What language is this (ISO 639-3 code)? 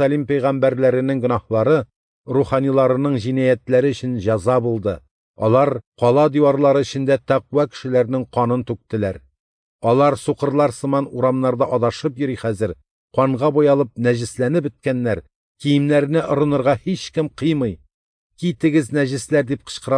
tat